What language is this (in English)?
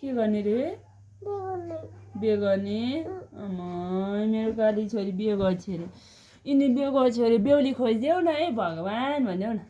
Nepali